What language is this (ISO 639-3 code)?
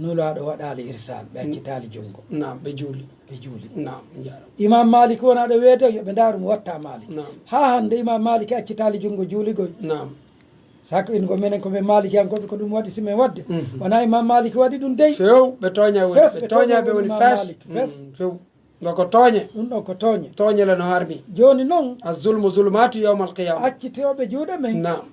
fuf